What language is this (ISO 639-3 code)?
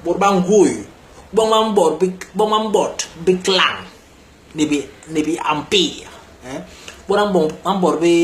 bas